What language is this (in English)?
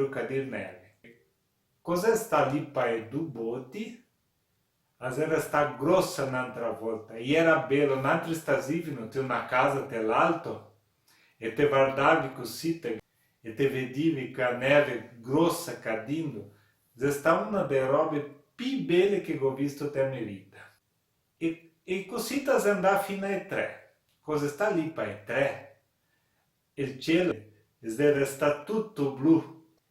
Venetian